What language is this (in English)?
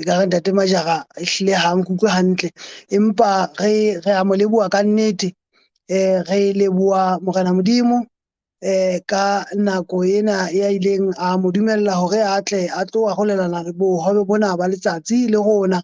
Southern Sotho